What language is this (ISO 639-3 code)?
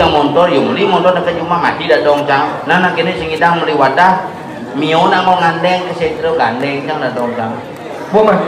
ban